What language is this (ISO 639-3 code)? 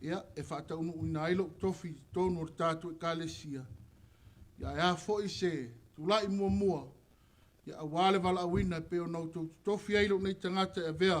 smo